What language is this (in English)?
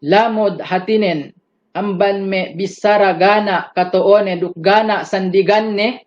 Yakan